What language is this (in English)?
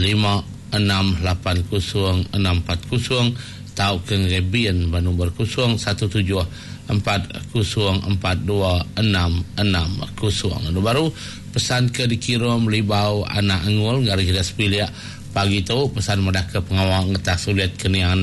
Iban